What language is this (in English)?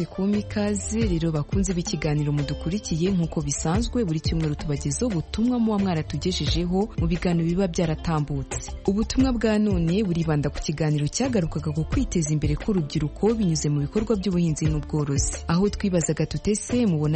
Kinyarwanda